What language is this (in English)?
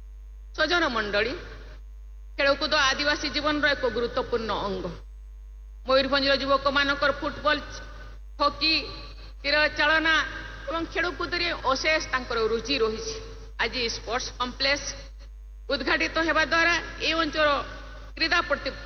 Odia